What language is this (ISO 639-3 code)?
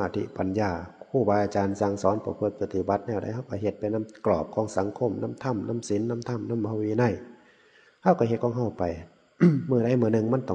tts